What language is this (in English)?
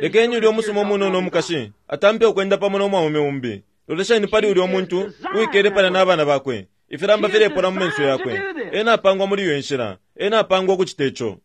Bemba